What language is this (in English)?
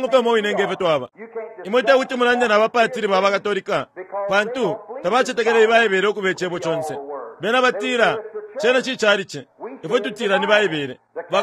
Bemba